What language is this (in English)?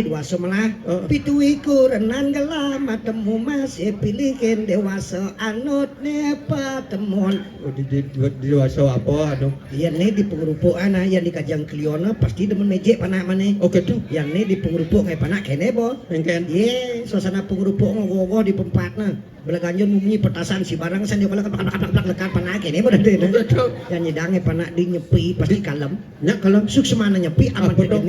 Balinese